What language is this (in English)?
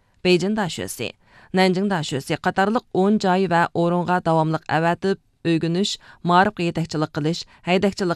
Uyghur